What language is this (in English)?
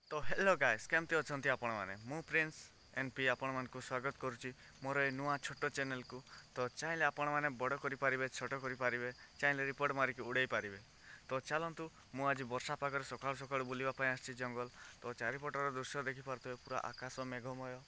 Odia